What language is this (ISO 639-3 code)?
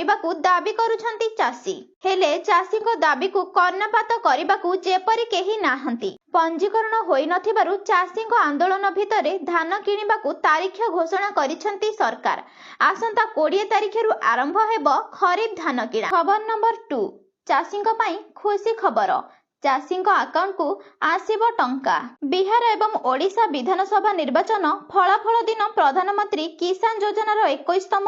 ori